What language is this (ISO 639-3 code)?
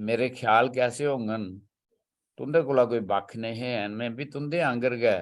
doi